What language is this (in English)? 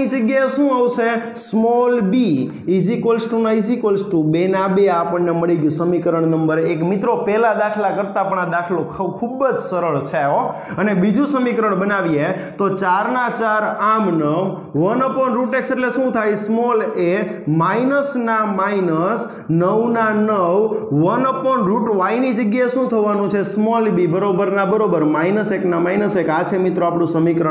Gujarati